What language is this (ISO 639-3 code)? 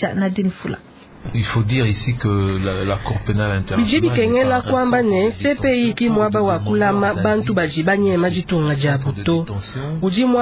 lua